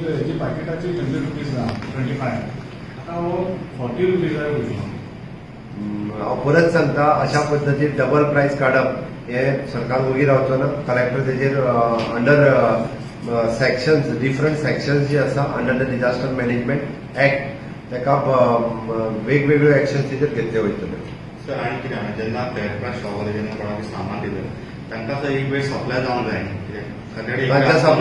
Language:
Konkani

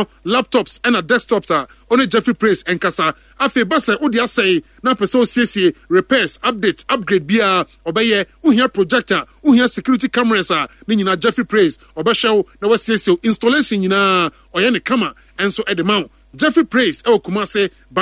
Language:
Akan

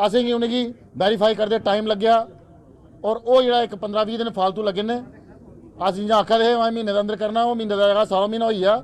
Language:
Dogri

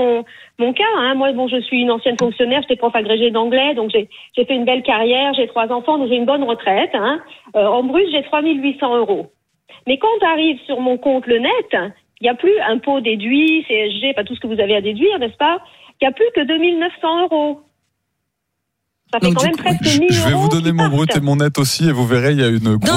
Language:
French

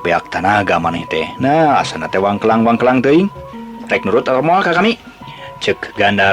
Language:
Sundanese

